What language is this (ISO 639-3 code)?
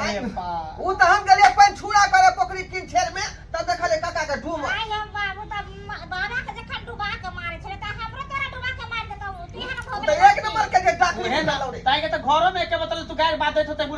mai